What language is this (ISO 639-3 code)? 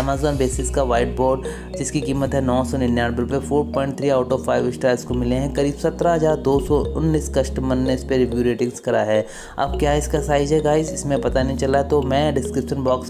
hin